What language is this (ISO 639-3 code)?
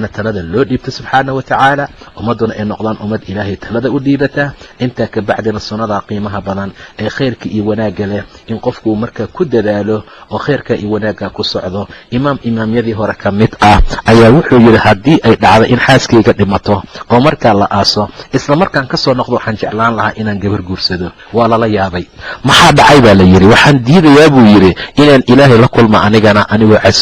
som